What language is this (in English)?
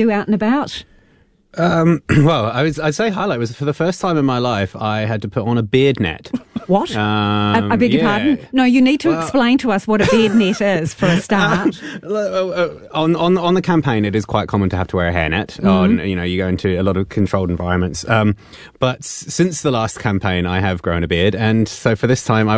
English